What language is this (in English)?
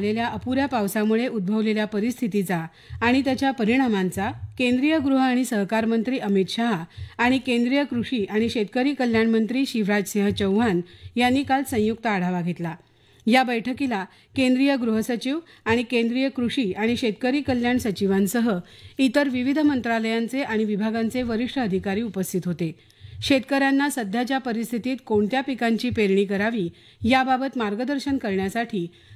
Marathi